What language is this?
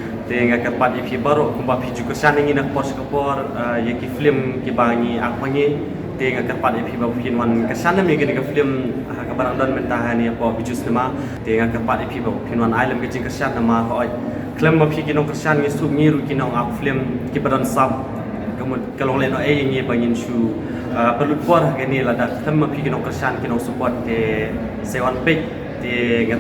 Khasi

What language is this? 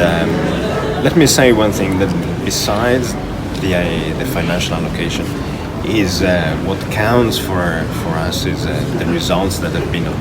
Tetum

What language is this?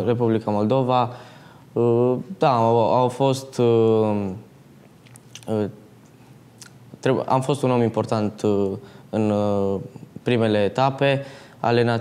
Romanian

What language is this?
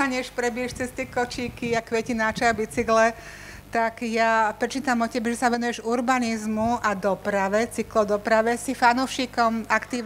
Slovak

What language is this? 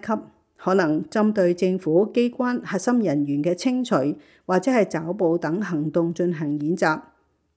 Cantonese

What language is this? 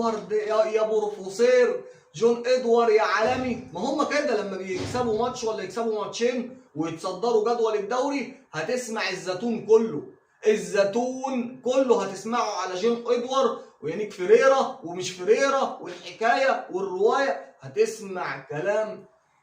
Egyptian Arabic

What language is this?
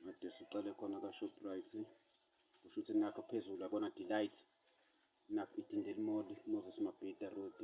Zulu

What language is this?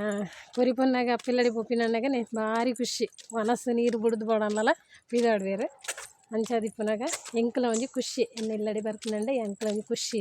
Tulu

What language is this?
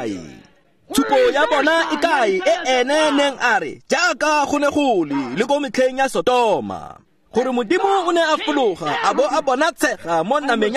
Tswana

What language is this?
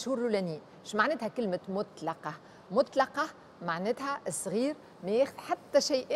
Tunisian Arabic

